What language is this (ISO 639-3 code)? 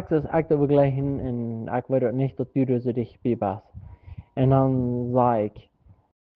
pdt